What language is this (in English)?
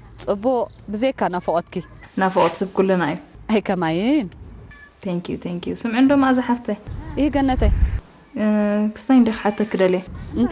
Tigrinya